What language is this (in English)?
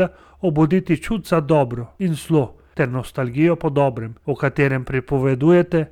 Slovenian